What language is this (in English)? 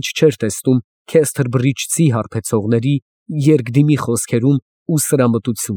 Armenian